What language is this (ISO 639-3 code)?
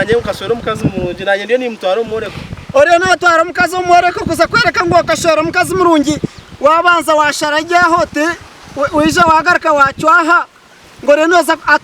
nyn